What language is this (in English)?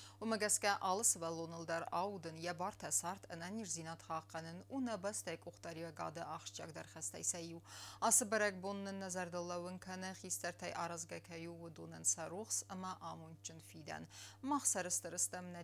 Ossetic